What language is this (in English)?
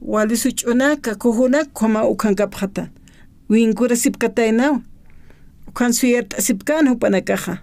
Aymara